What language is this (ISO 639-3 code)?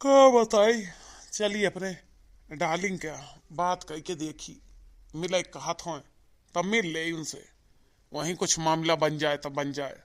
awa